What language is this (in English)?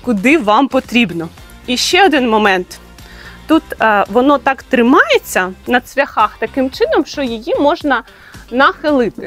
Ukrainian